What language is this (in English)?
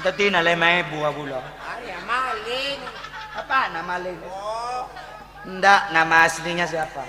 Madurese